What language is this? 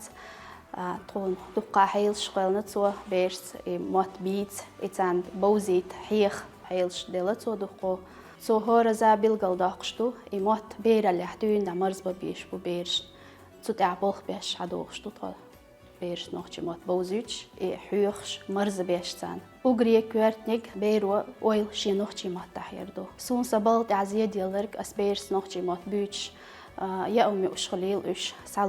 Chechen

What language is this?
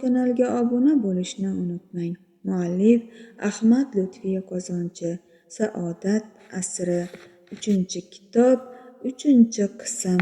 Uzbek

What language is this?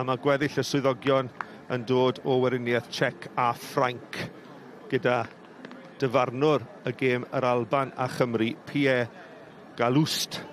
Welsh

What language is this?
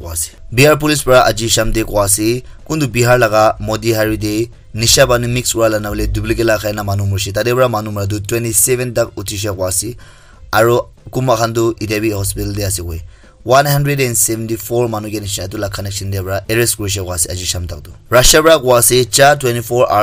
Naga Pidgin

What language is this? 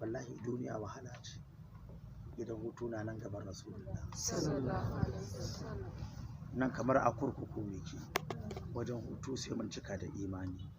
Hausa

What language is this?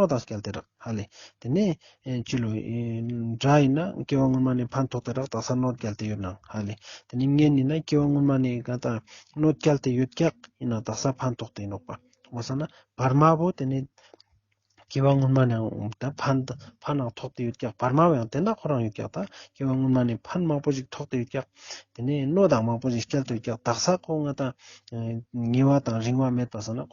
Ladakhi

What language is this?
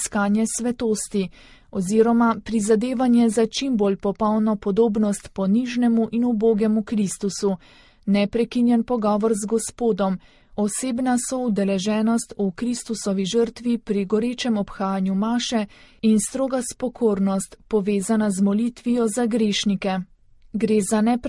Slovenian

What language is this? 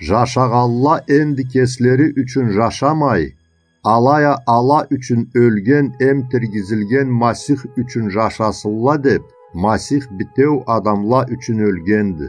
Karachay-Balkar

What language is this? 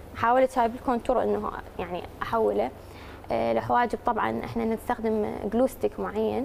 Mesopotamian Arabic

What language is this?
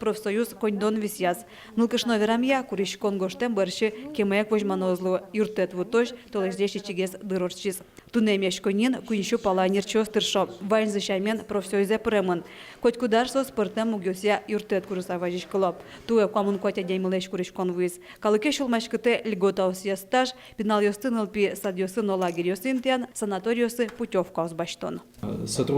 Udmurt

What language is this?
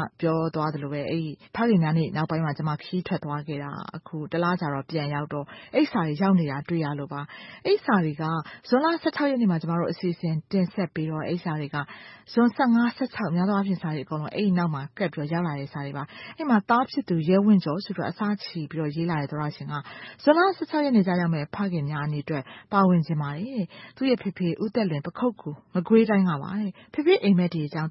Burmese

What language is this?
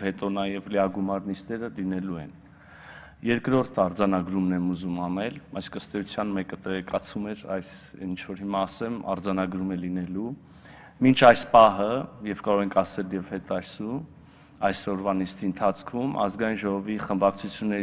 Armenian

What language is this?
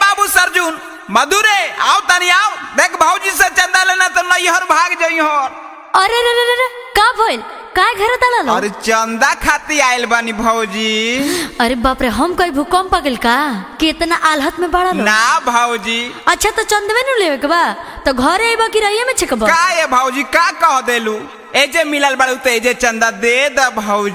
Bhojpuri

